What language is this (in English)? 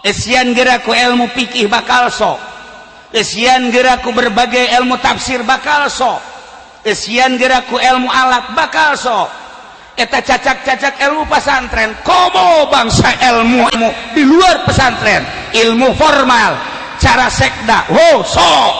Sundanese